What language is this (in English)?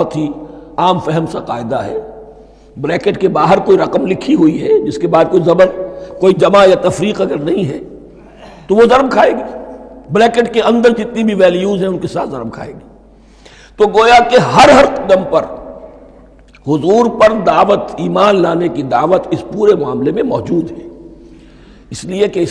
Urdu